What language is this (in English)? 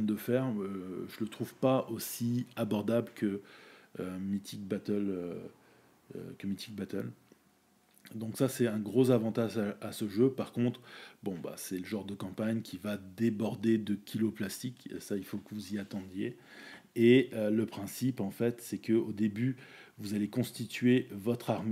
French